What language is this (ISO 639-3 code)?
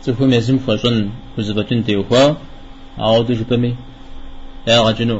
kbd